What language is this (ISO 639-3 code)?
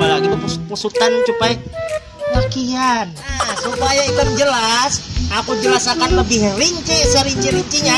bjn